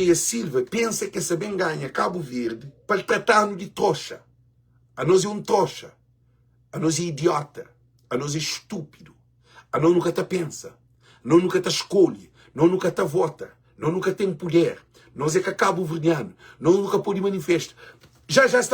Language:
Kabuverdianu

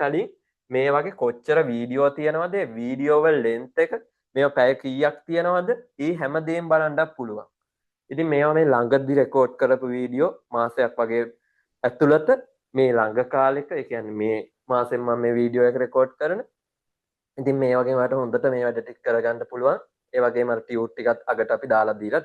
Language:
Sinhala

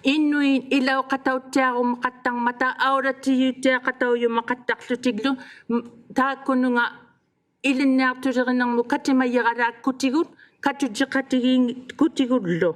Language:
Inuktitut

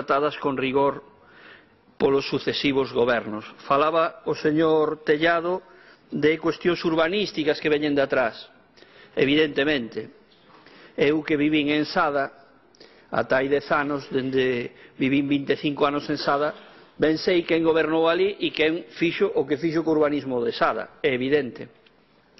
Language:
Galician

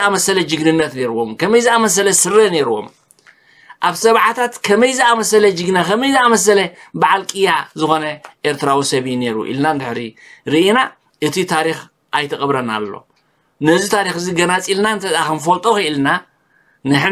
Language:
Tigrinya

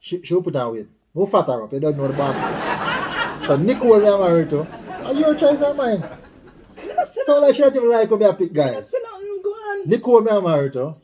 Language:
Jamaican Creole English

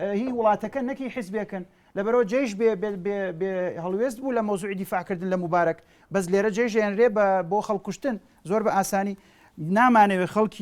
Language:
Central Kurdish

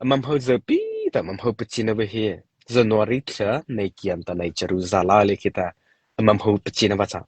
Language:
Mara Chin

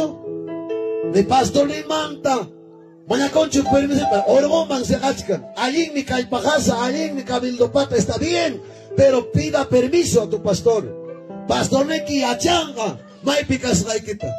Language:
Ayacucho Quechua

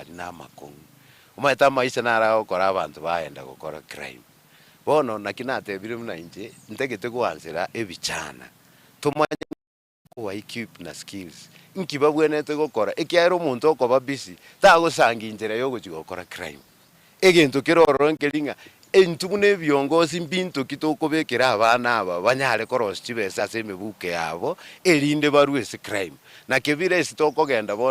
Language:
Gusii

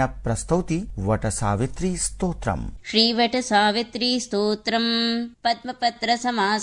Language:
Sanskrit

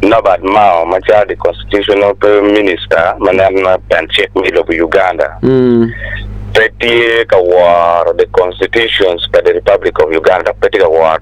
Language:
Acoli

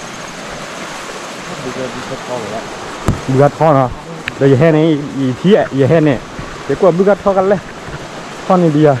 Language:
S'gaw Karen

